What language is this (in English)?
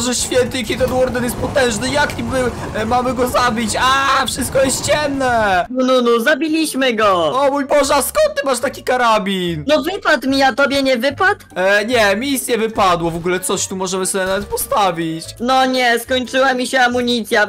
Polish